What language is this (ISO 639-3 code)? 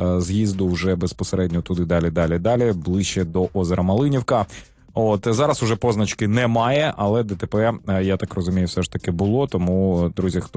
ukr